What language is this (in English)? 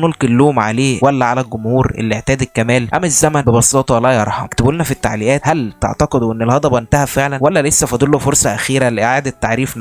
Egyptian Arabic